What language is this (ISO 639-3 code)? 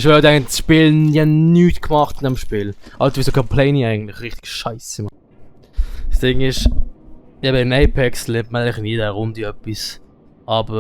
gsw